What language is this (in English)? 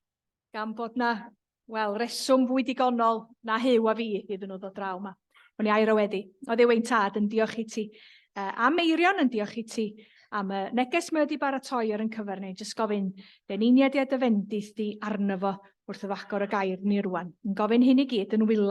Welsh